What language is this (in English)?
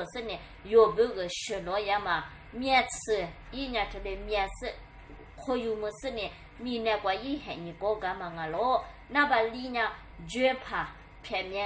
Lisu